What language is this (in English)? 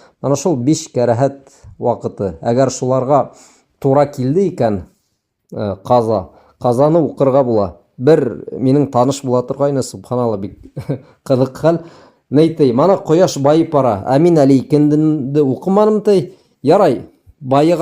Bashkir